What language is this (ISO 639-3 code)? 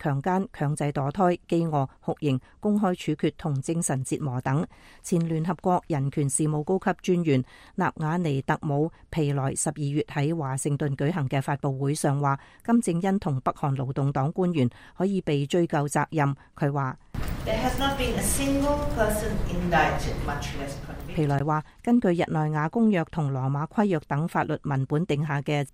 yue